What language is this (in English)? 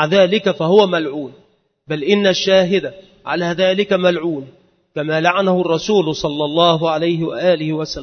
Arabic